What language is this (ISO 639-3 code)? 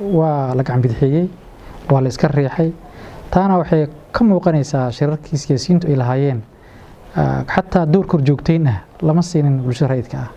som